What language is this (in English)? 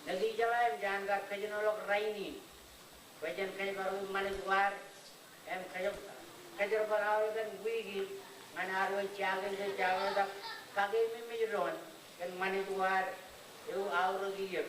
Marshallese